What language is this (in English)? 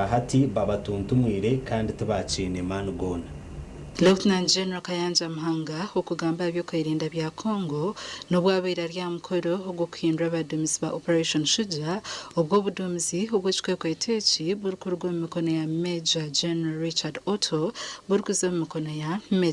Nyankole